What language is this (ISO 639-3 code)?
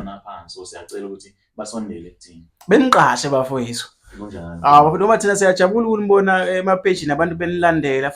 zul